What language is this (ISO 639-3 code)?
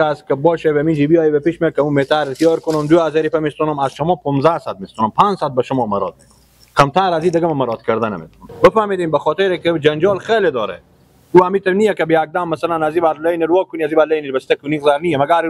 fas